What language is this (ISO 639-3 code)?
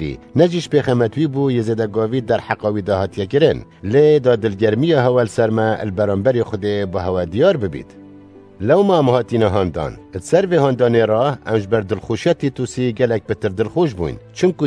kur